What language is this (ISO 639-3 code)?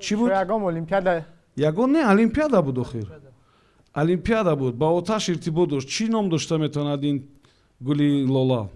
tgk